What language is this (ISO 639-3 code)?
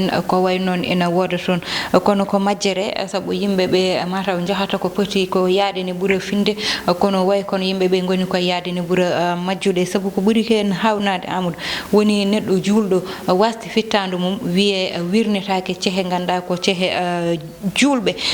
ful